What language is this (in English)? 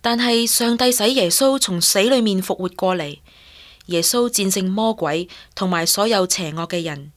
Cantonese